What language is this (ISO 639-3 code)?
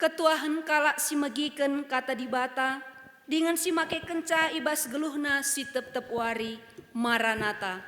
btx